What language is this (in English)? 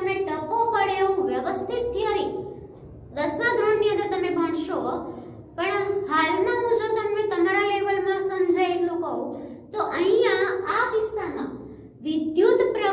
Gujarati